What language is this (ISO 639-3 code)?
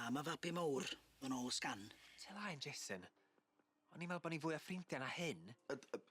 cym